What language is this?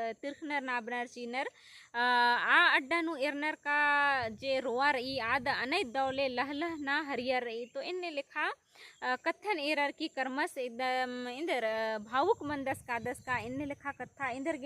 Kurukh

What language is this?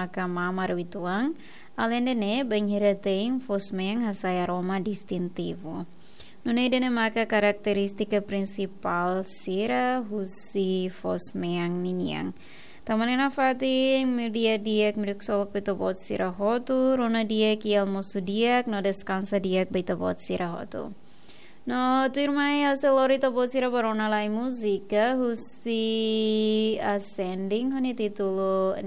Tetum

